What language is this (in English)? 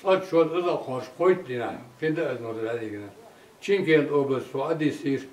Chechen